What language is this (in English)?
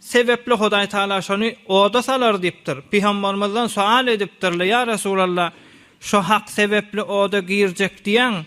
Turkmen